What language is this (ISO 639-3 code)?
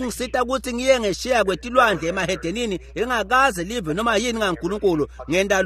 ssw